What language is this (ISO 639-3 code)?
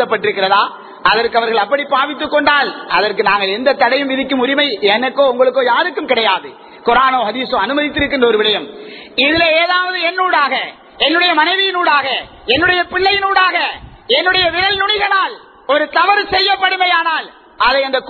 tam